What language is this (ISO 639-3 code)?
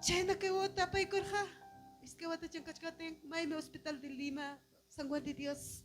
quy